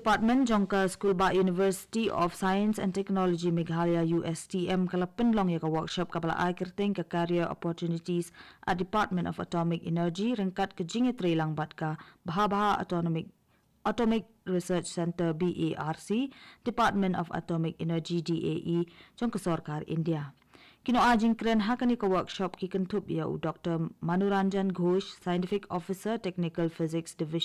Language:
Khasi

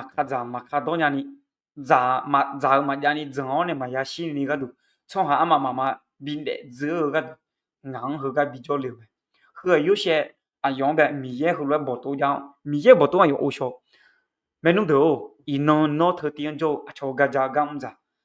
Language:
Akha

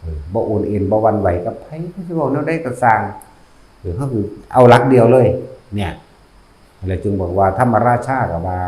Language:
Northeastern Thai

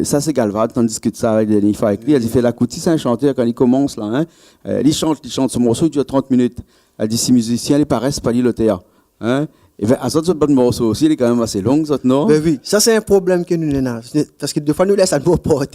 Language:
Réunion Creole French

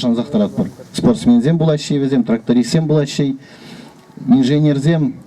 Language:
Chuvash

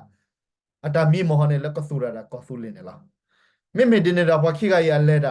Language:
S'gaw Karen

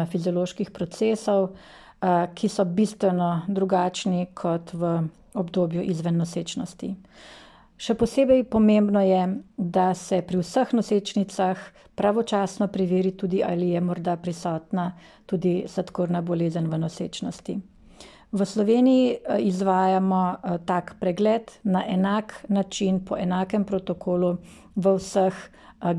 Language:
Slovenian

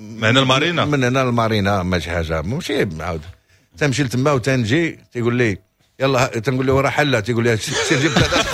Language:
Moroccan Arabic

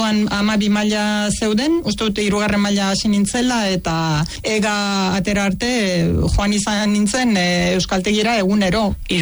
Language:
Basque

